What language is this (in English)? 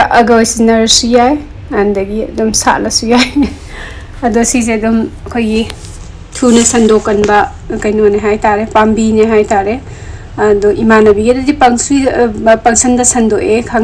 Manipuri